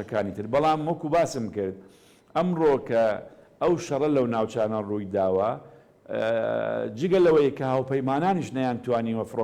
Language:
Central Kurdish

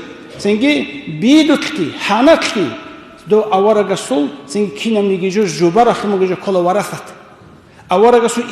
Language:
Avaric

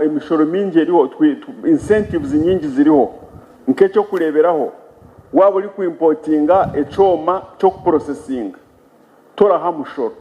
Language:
Nyankole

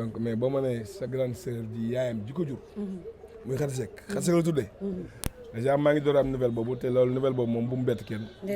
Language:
Wolof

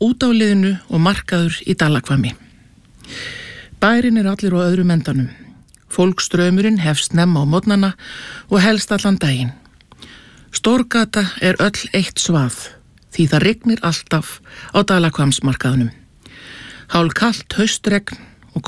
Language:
Icelandic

